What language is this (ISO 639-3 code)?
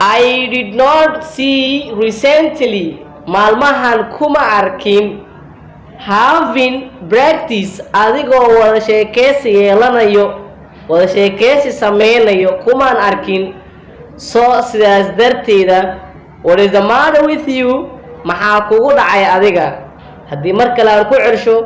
som